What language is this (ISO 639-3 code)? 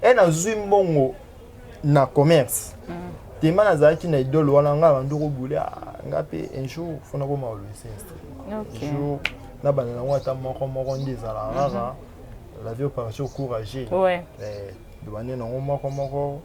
lin